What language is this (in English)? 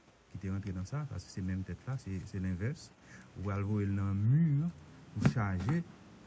Haitian Creole